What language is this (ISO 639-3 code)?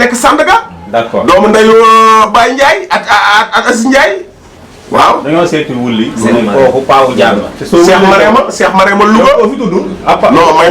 wol